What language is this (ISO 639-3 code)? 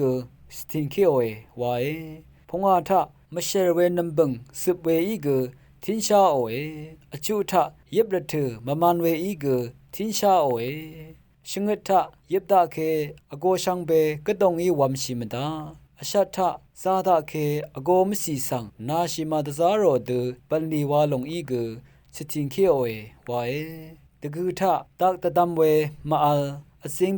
raw